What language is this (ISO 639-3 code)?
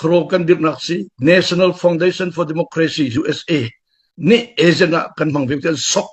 cnh